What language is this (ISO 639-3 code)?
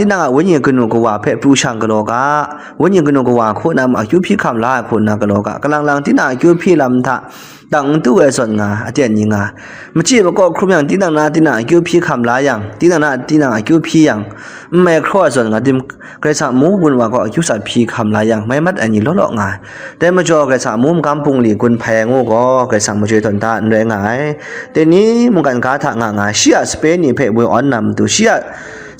kac